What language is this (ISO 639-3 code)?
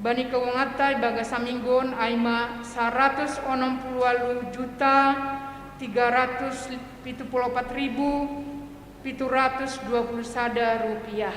bts